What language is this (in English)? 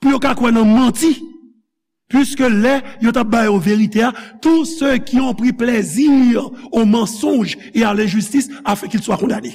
Haitian Creole